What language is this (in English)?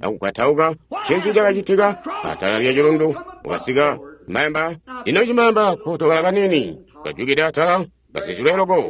Tonga (Zambia)